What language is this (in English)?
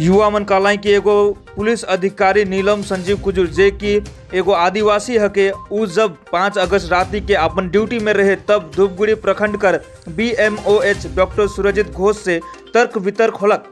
Sadri